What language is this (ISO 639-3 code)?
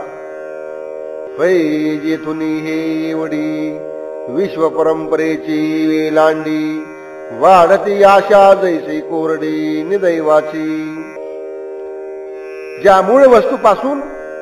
mar